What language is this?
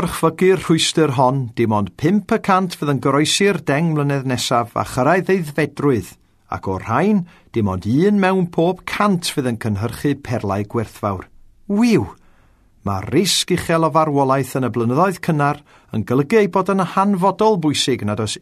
Welsh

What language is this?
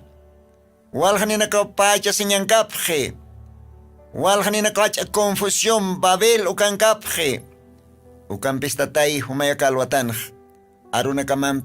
Aymara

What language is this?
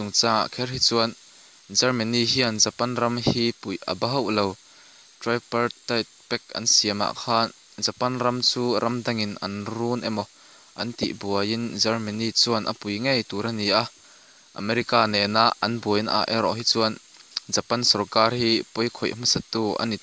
Mizo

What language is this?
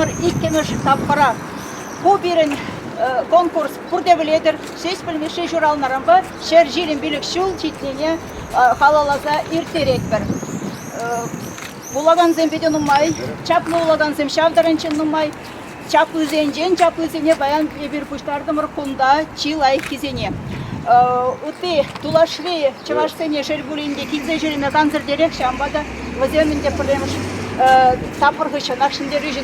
Chuvash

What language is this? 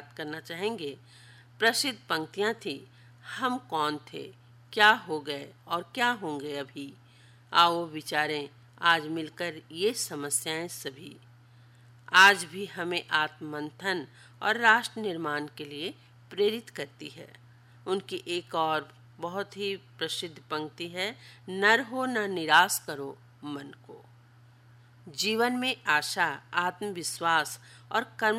Hindi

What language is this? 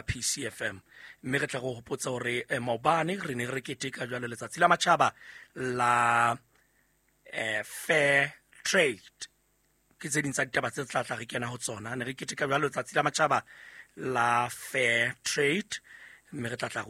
Southern Sotho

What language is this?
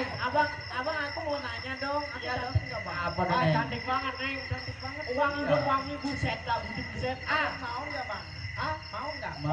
Betawi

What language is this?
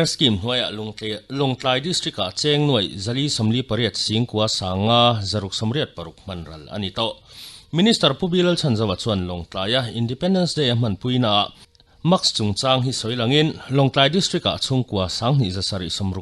Mizo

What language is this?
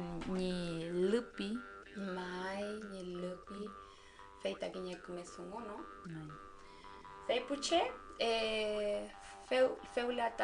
Mapuche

